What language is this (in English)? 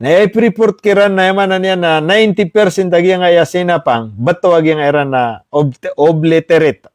Maranao